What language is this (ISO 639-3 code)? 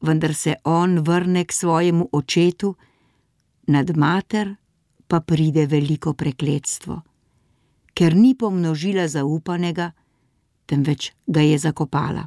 slv